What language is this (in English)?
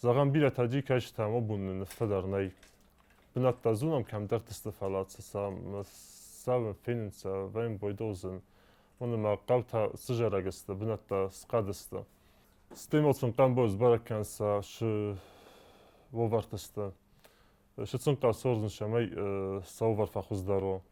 Ossetic